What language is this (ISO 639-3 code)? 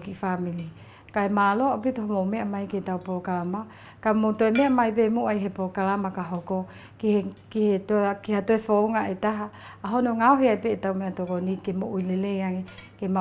ton